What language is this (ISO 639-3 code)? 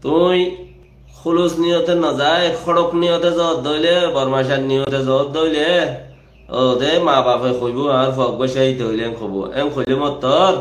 rhg